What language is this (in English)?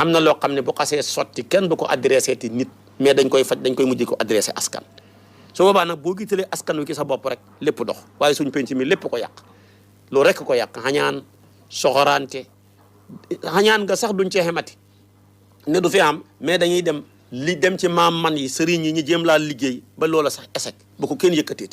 Wolof